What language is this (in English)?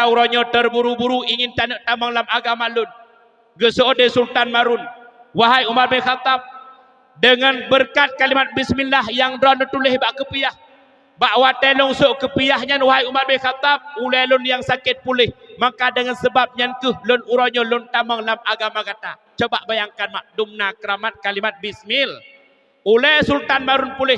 Achinese